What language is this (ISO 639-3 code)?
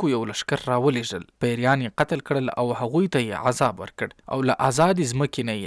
pus